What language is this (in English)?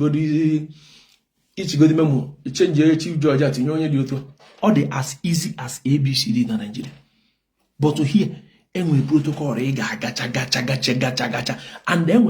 Igbo